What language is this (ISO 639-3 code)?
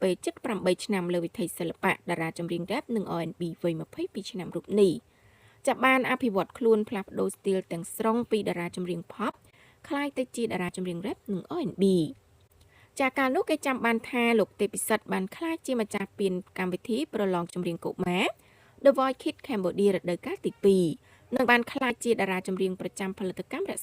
khm